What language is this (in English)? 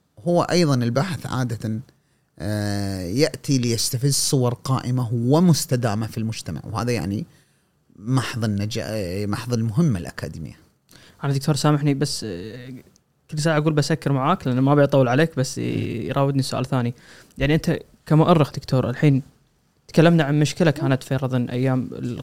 Gulf Arabic